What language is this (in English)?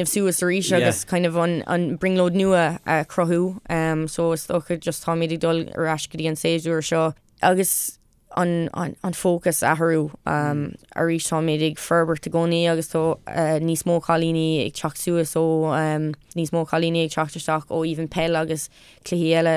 Irish